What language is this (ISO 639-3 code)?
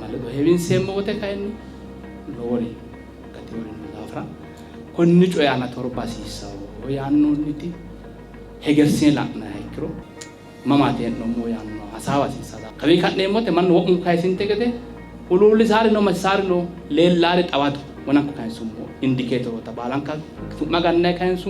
sid